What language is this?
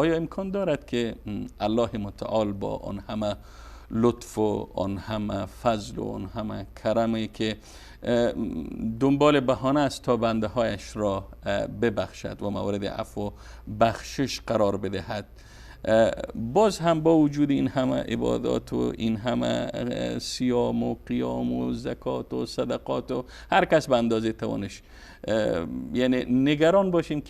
Persian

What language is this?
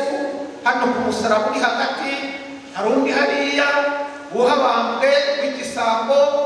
Kinyarwanda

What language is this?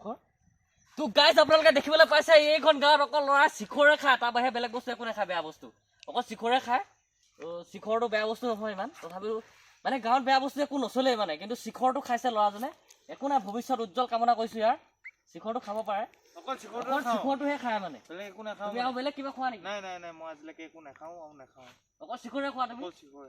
Assamese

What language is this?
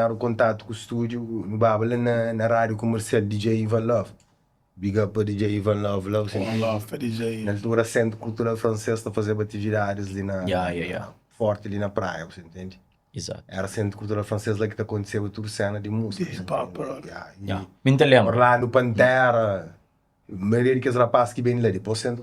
Kabuverdianu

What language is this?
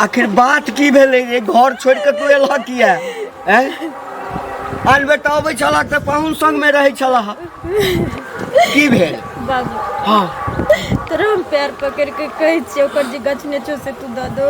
Maithili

